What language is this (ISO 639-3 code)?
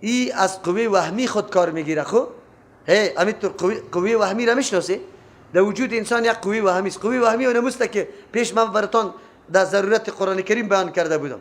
fas